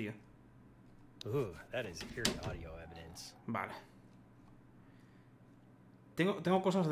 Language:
Spanish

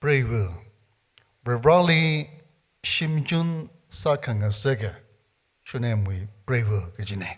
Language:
Tangkhul Naga (India)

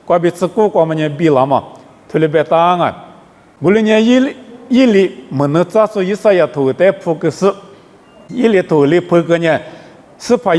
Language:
Lisu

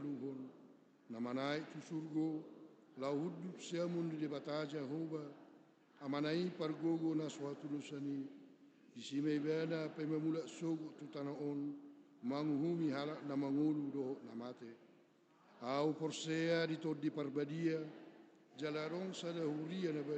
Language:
Batak Toba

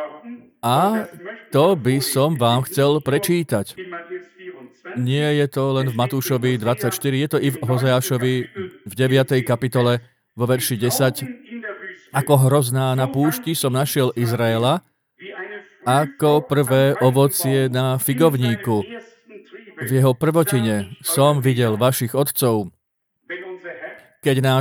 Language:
Slovak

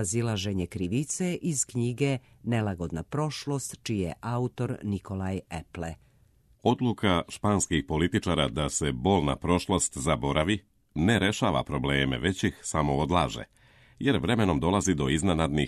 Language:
Serbian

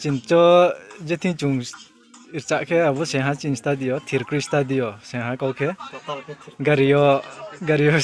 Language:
Riang (India)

